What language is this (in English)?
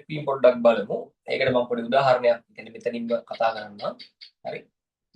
Sinhala